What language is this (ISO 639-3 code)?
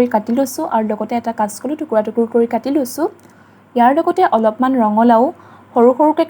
asm